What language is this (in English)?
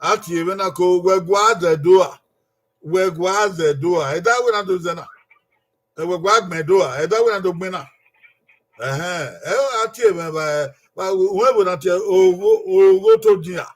Bini